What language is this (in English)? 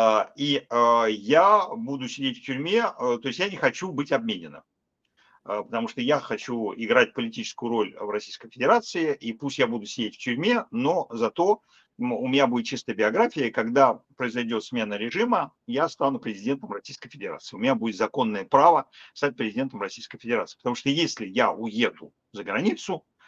Russian